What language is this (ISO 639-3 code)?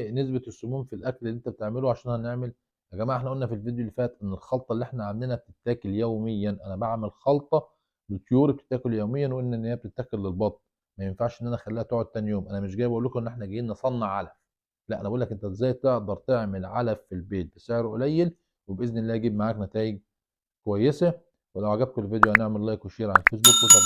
arz